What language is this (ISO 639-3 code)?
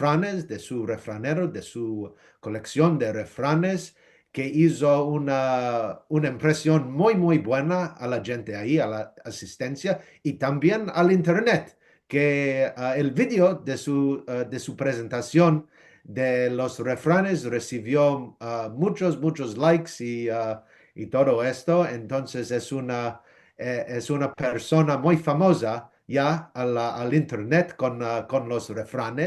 lad